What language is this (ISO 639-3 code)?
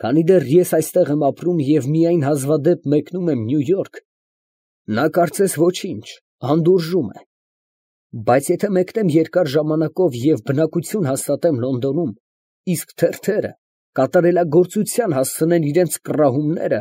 hye